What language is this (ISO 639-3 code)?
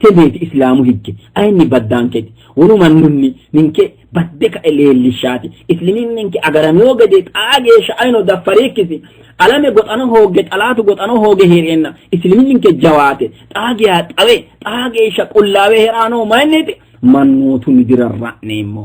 sid